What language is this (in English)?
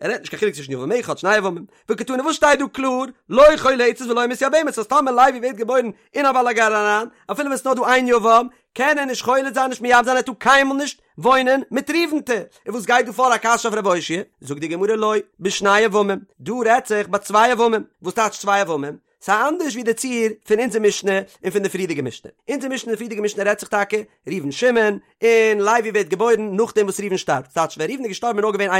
Yiddish